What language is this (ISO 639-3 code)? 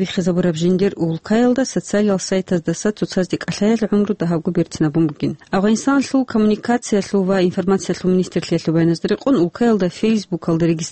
ava